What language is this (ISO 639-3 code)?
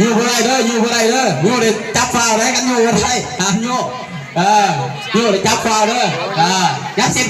lao